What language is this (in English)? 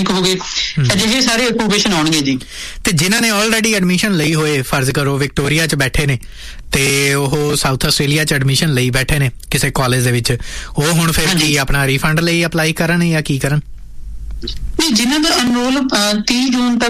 Punjabi